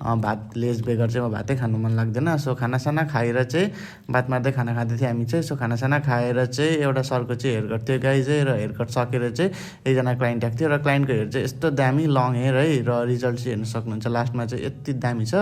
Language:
Nepali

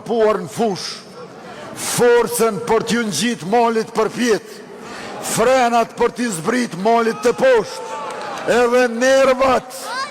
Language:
Albanian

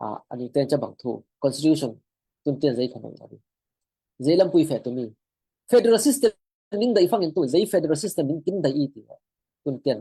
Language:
Falam Chin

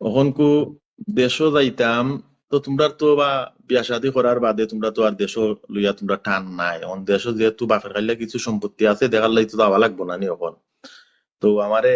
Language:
Sylheti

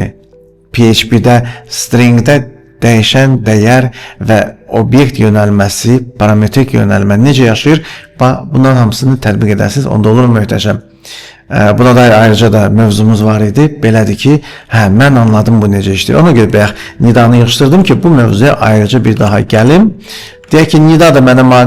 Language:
Azerbaijani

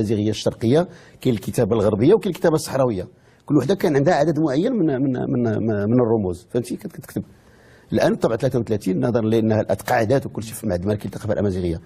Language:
Moroccan Arabic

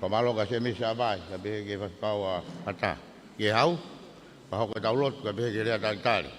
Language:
Tongan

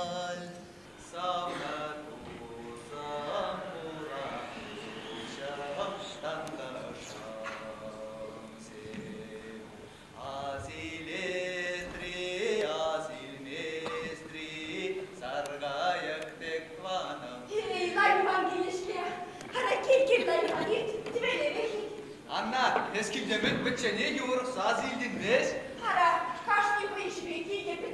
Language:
Chuvash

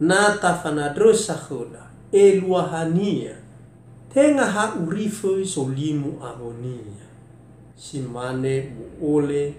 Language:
Nias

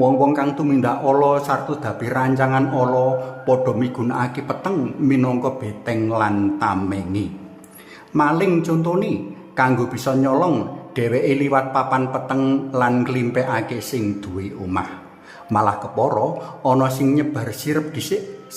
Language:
Javanese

